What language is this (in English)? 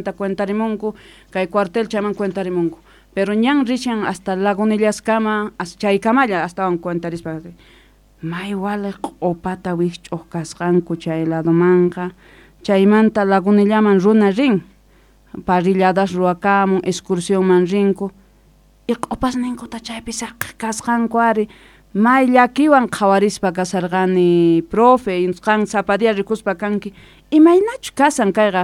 South Bolivian Quechua